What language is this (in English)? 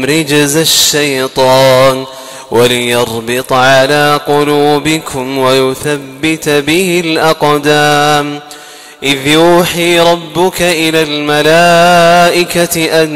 Arabic